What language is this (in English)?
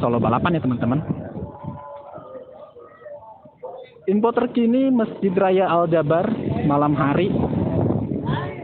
Indonesian